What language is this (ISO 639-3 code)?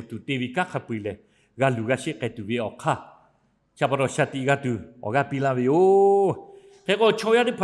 lhu